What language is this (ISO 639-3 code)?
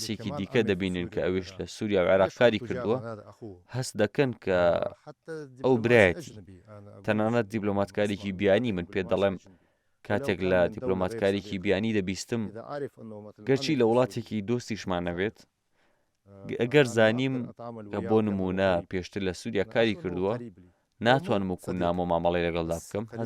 ckb